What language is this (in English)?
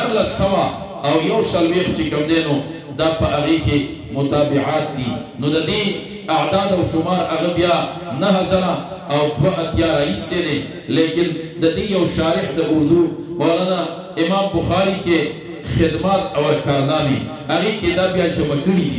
Pashto